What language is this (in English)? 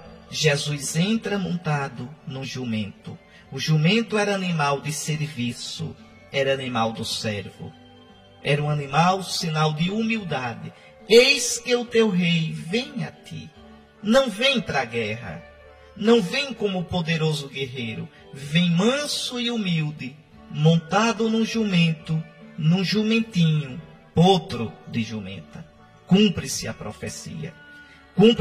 Portuguese